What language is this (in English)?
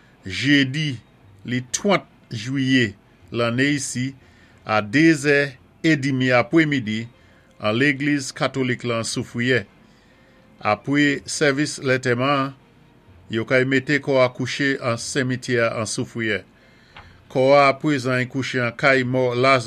Saint Lucian Creole French